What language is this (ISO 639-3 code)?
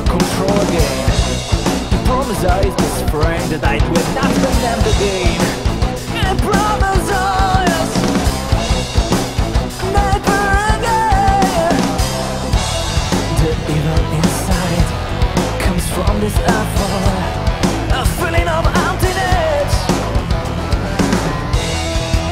ita